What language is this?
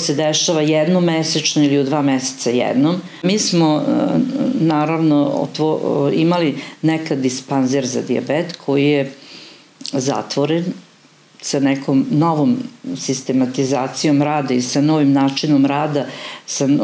Serbian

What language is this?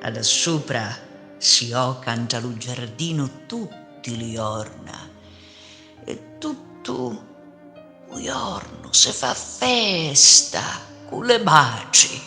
Sicilian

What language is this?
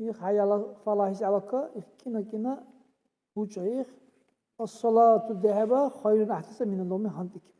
Dargwa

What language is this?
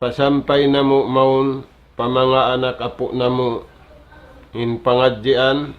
Tausug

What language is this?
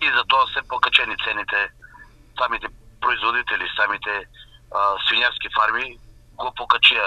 Macedonian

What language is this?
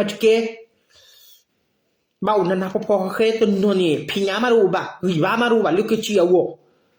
S'gaw Karen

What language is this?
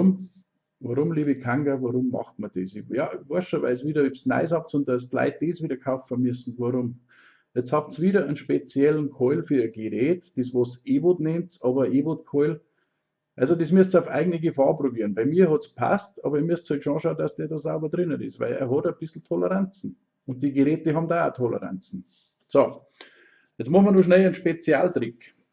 Bavarian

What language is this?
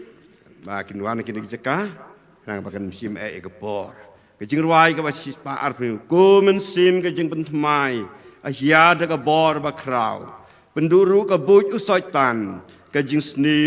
Khasi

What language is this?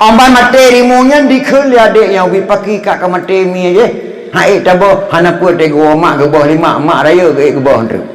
Achinese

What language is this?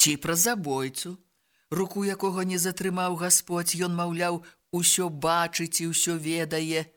Belarusian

